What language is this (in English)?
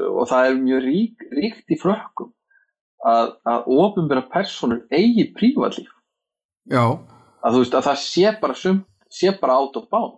Icelandic